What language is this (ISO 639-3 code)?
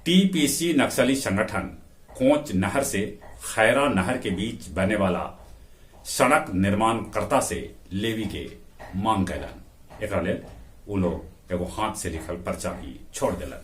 mag